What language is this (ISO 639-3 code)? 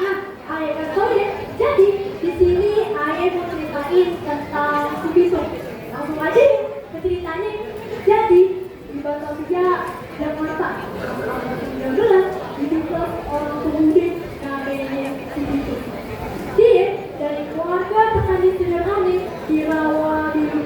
bew